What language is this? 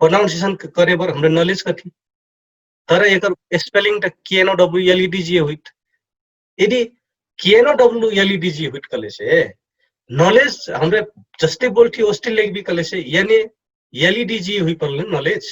Dangaura Tharu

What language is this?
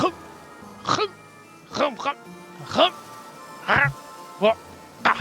Swiss German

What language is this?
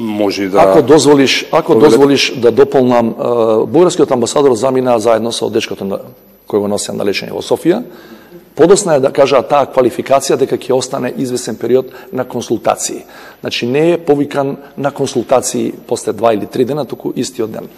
Macedonian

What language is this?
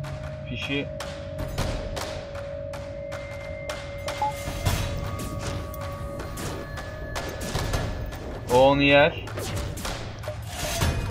Turkish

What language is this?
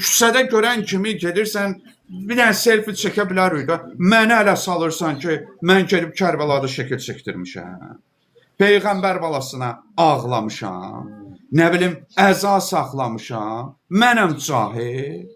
Azerbaijani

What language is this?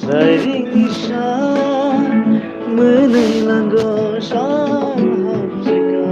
Kok Borok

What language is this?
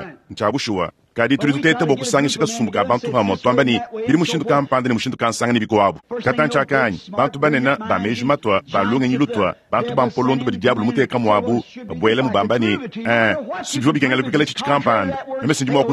Luba-Lulua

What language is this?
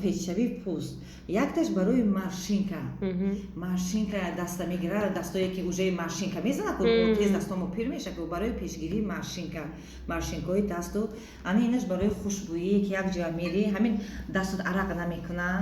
Tajik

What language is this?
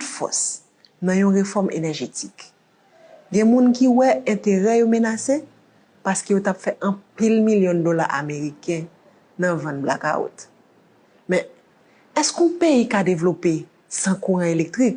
Haitian Creole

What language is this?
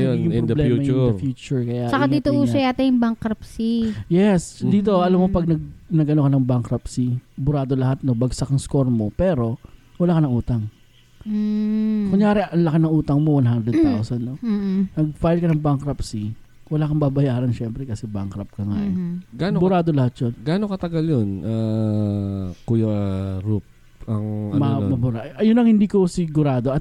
Filipino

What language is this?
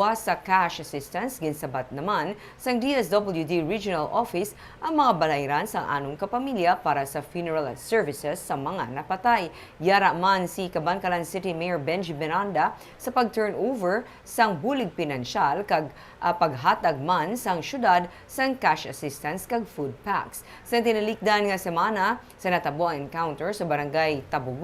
Hiligaynon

